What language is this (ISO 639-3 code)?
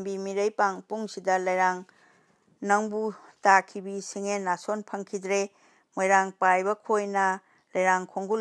mni